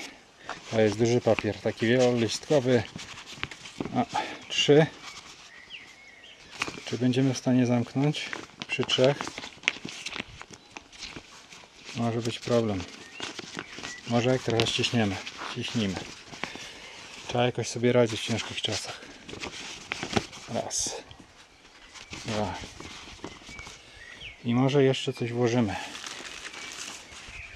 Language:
Polish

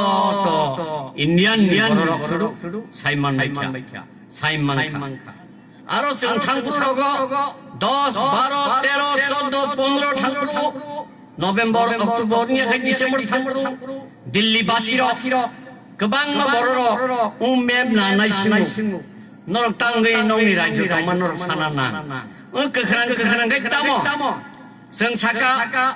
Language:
Kok Borok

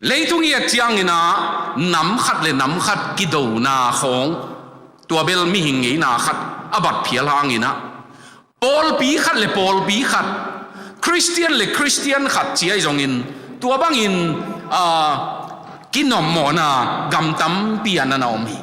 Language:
Tedim Chin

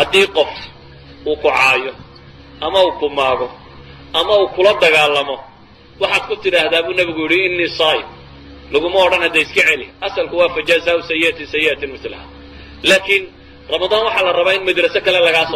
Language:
Somali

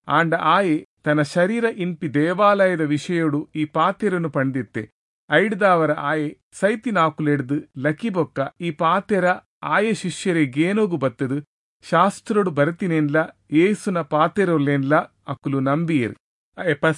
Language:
Tulu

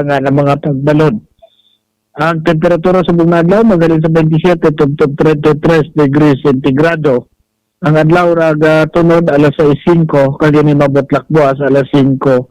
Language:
Hiligaynon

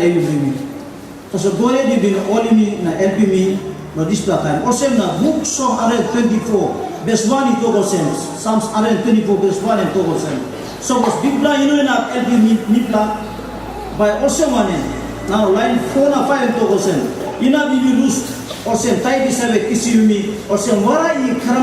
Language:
Tok Pisin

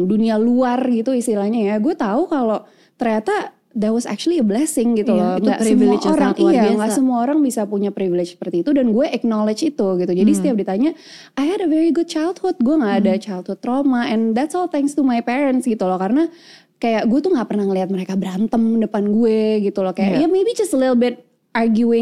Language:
Indonesian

